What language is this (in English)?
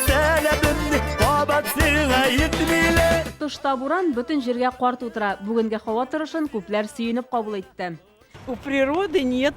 Tatar